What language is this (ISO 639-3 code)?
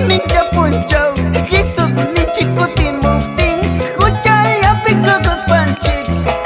que